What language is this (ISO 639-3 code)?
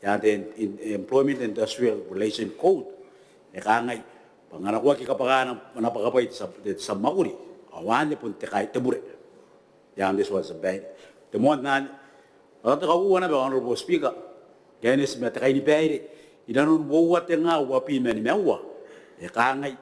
gil